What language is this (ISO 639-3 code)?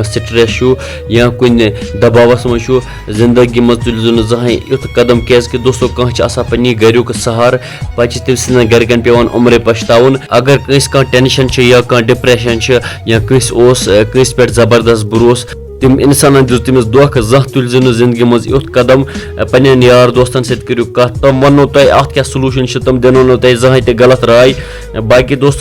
kas